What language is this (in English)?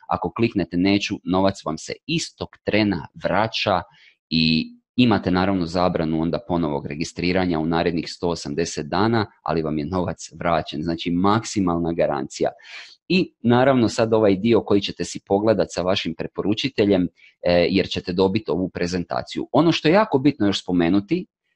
Croatian